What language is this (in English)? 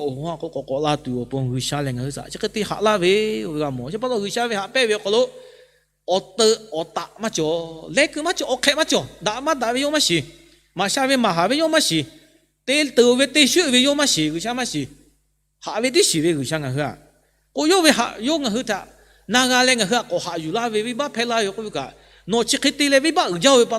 Lahu